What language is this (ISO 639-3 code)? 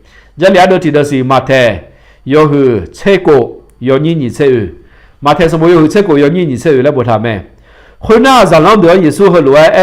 ahk